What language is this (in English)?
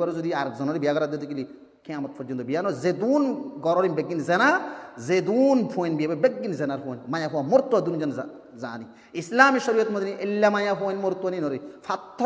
Rohingya